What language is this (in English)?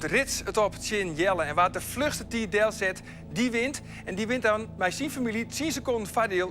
Western Frisian